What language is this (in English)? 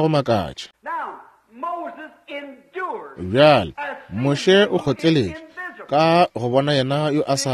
Northern Sotho